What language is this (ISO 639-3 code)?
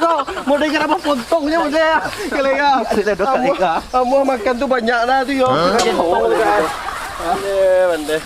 min